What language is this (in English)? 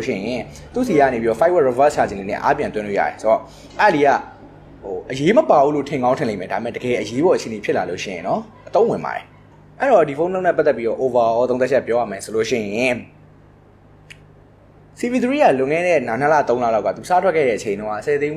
Burmese